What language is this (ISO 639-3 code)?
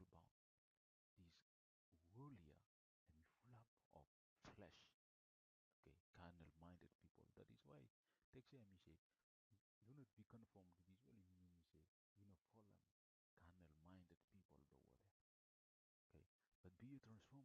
bis